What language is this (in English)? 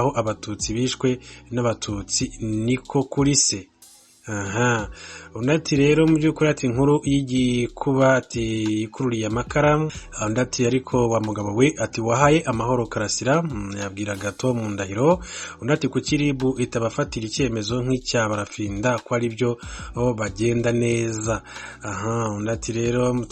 Kinyarwanda